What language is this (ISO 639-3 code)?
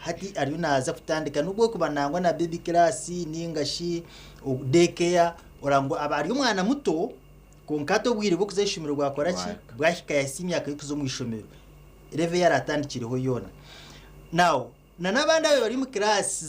nyn